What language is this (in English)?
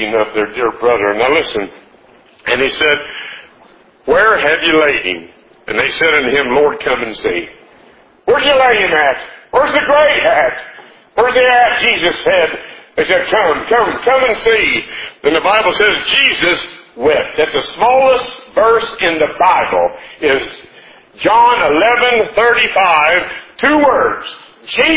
English